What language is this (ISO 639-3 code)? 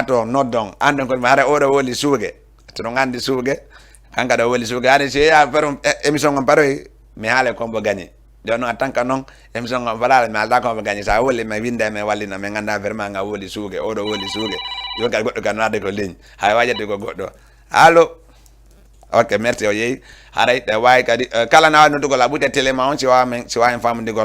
ful